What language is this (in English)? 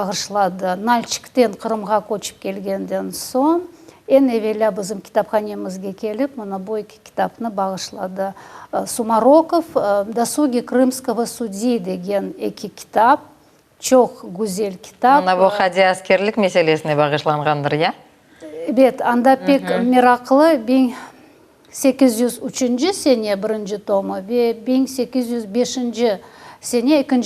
Crimean Tatar